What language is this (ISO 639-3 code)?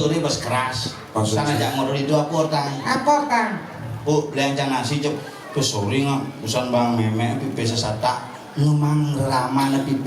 ban